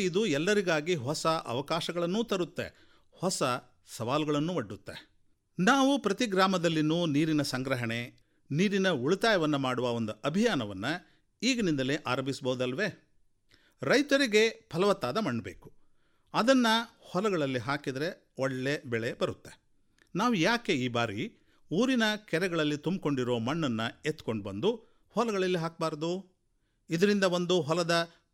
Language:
Kannada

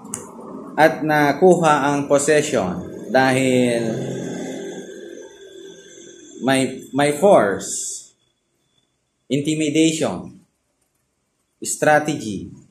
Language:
Filipino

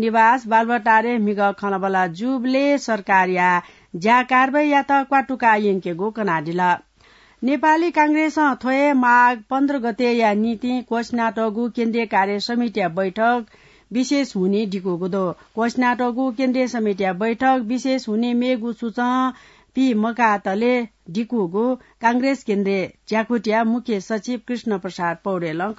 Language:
Newari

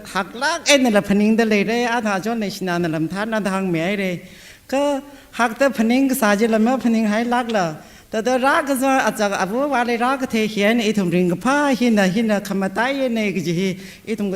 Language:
Tangkhul Naga (India)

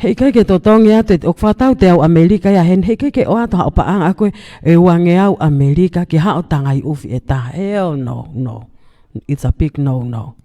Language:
Tongan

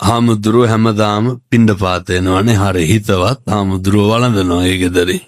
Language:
Sinhala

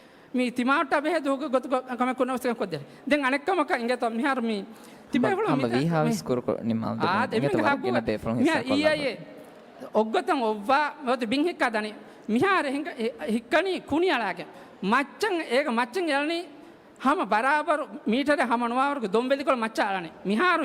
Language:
Divehi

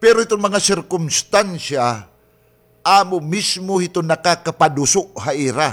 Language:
Waray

